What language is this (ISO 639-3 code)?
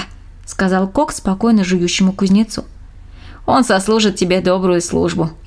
rus